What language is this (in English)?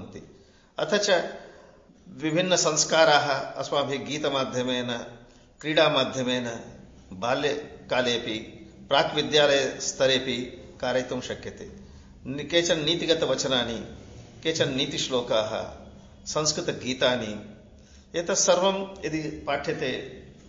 Sanskrit